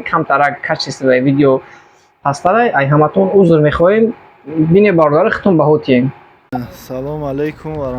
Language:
Tajik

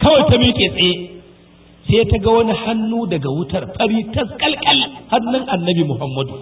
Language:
Hausa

